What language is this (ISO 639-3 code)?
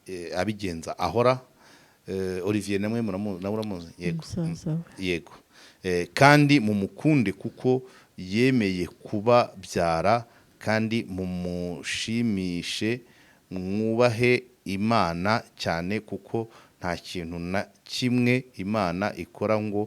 kin